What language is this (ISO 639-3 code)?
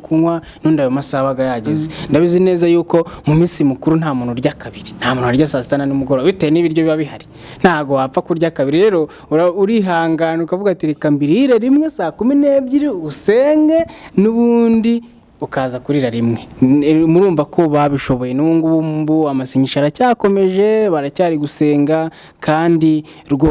kin